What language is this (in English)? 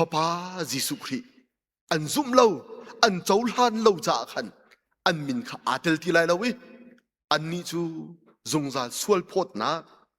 Hakha Chin